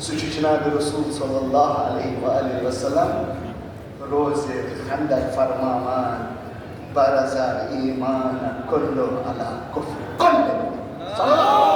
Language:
Kashmiri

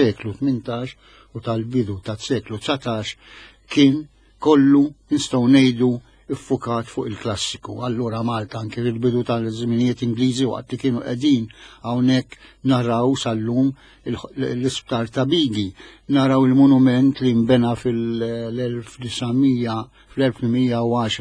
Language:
Maltese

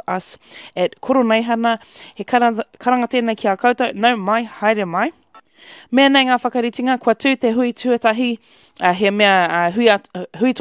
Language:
Māori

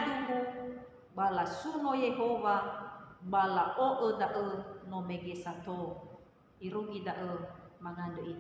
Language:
Nias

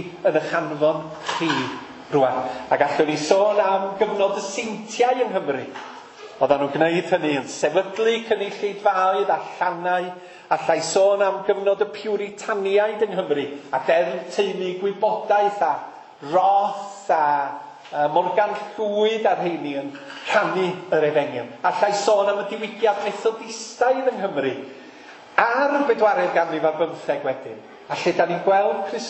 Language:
Welsh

